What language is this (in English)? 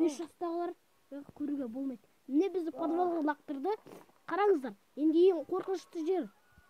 Kazakh